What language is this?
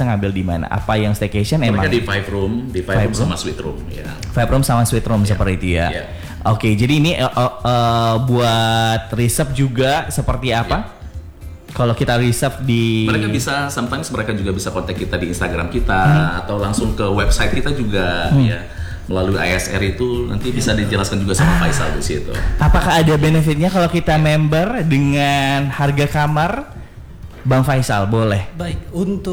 Indonesian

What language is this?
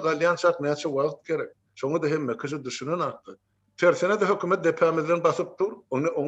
Turkmen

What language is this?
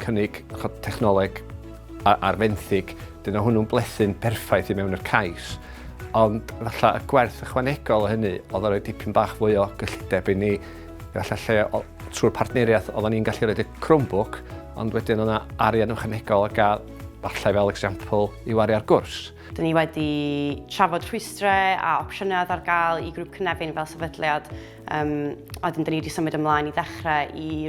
Welsh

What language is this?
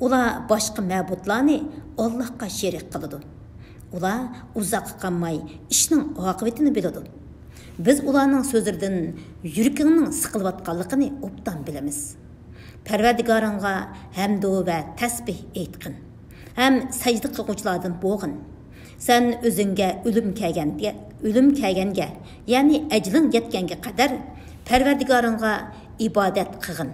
Uyghur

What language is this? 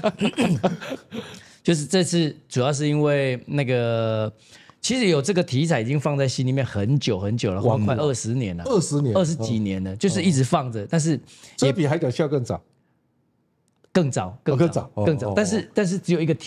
Chinese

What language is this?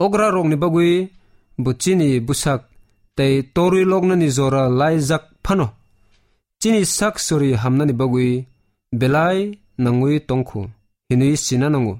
Kok Borok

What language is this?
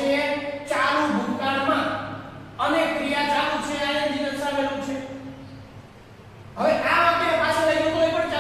Gujarati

